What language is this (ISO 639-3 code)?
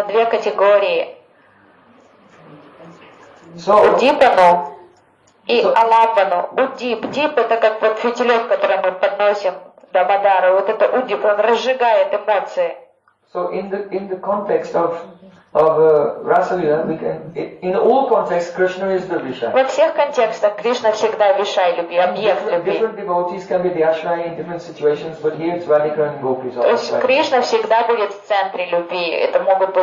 rus